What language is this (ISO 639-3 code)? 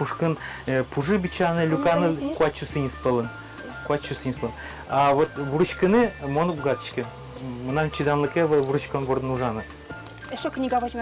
udm